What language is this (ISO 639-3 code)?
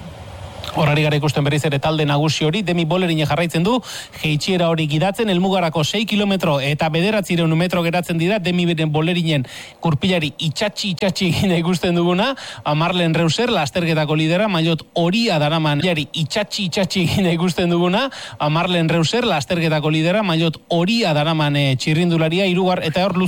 eus